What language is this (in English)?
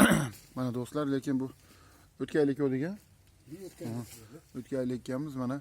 Uzbek